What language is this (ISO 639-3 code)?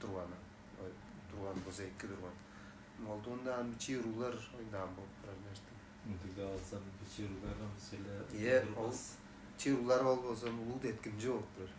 tyv